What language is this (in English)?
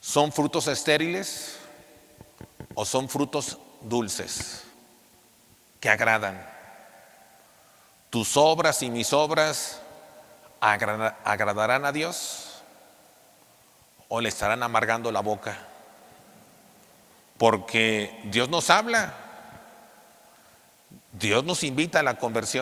Spanish